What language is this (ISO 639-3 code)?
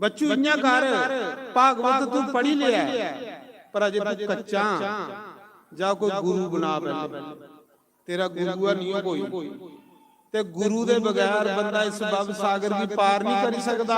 doi